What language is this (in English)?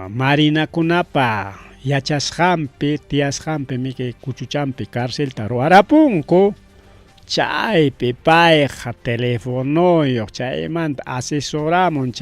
Ayacucho Quechua